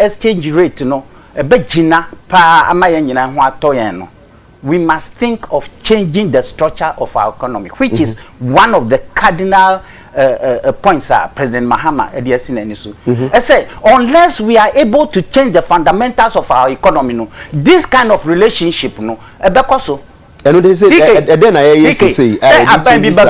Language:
Akan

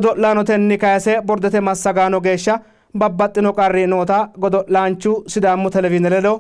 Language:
Sidamo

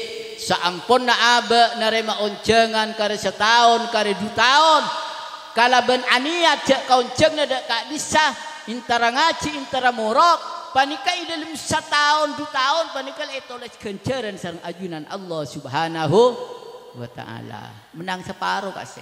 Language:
Madurese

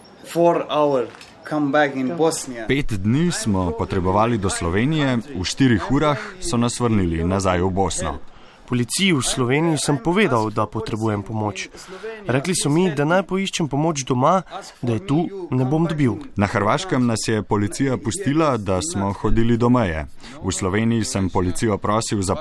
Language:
Slovenian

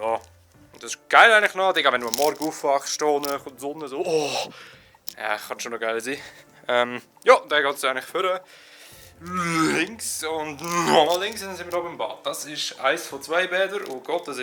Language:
Swiss German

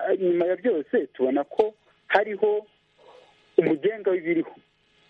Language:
Kinyarwanda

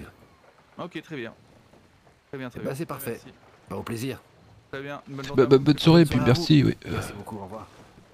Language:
French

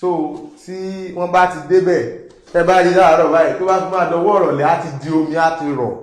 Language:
Yoruba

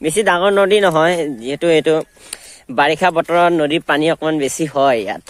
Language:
Assamese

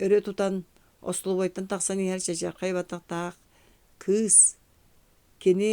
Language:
Yakut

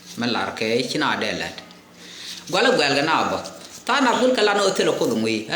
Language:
Nuer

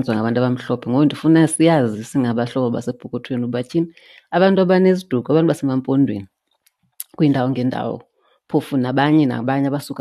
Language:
Xhosa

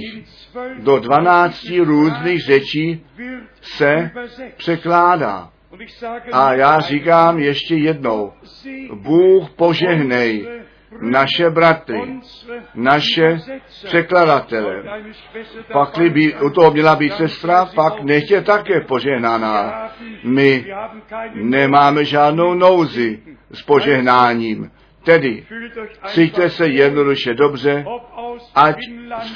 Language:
Czech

